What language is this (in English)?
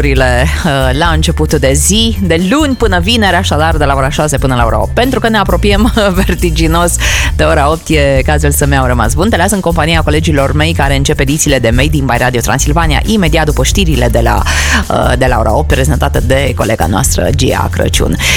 Romanian